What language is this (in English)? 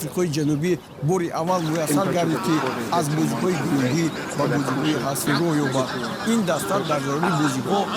Tajik